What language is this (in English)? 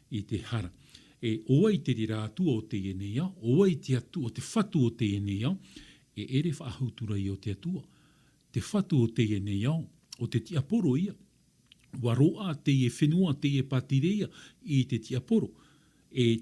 Tahitian